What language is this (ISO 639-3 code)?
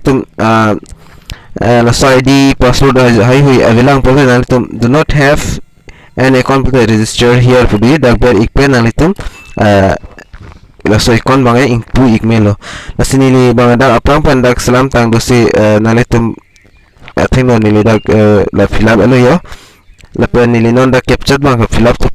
mjw